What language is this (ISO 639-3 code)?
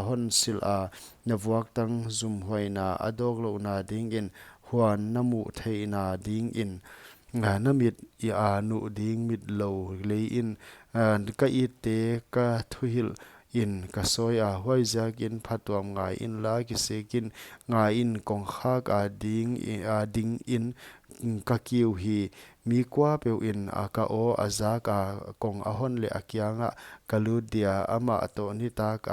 pck